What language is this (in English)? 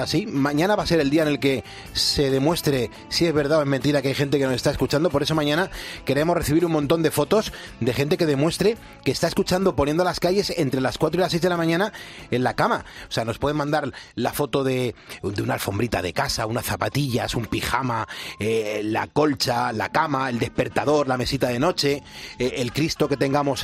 Spanish